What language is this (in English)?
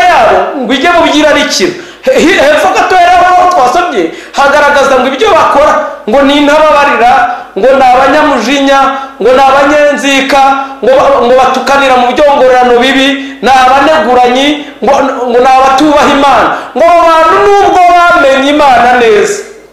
Kinyarwanda